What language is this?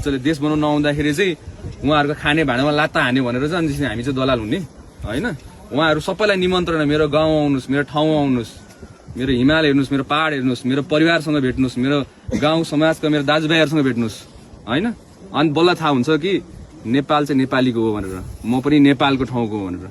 Nepali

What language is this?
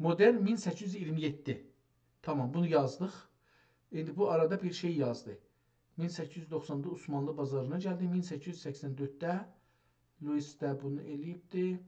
South Azerbaijani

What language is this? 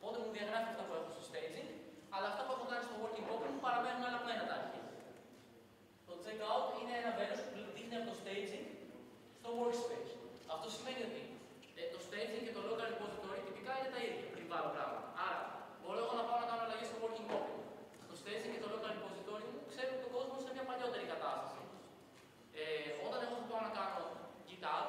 Greek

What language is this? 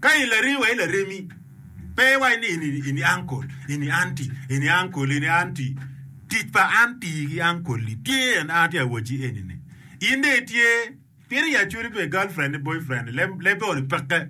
Acoli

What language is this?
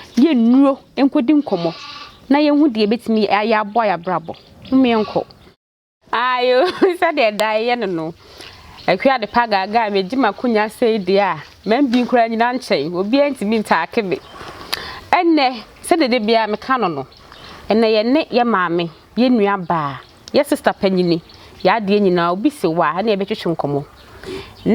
Akan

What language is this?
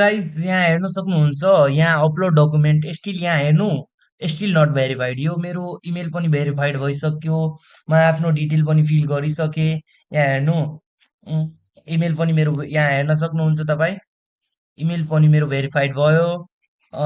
Nepali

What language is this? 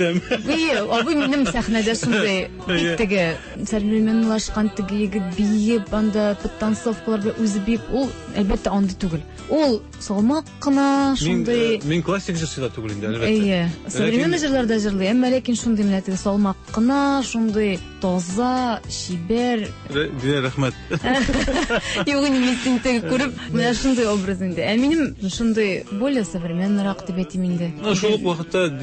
Tatar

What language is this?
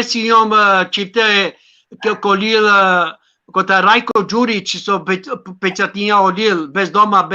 Balkan Romani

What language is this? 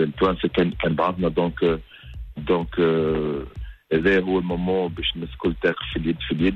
Tunisian Arabic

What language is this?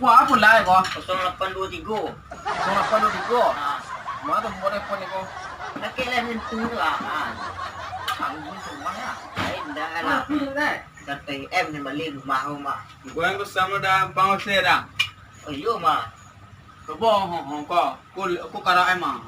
Minangkabau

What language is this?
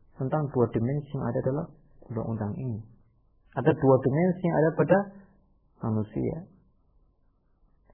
Indonesian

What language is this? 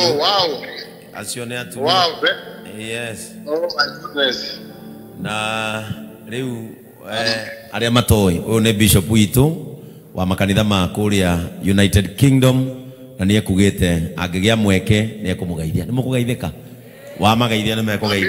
Kikuyu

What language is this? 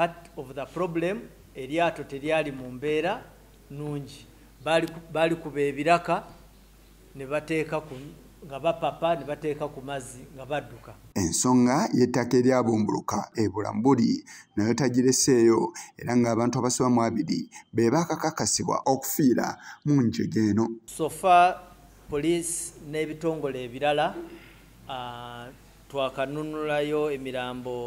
Ganda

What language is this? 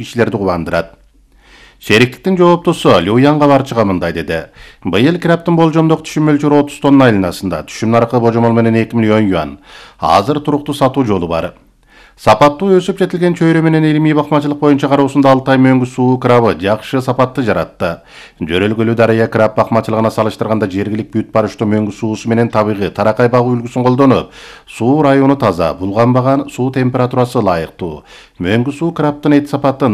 Kyrgyz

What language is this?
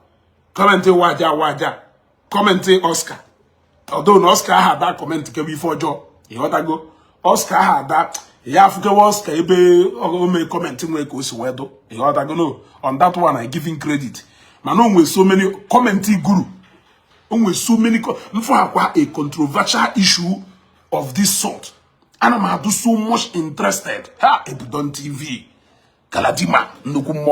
Igbo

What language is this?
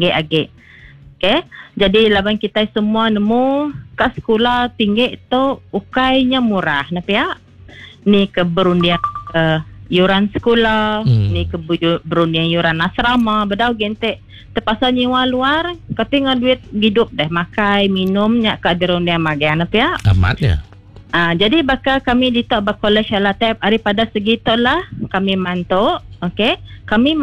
Iban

